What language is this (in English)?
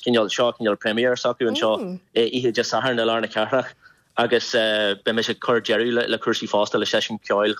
Irish